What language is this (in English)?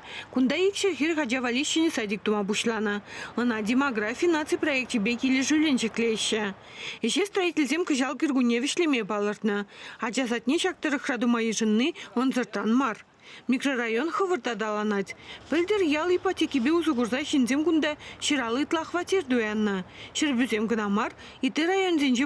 Chuvash